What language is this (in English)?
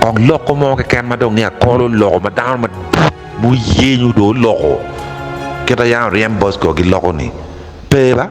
Acoli